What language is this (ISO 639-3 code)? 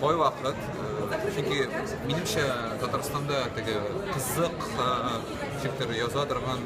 tat